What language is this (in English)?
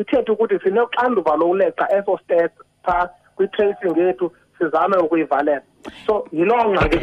Xhosa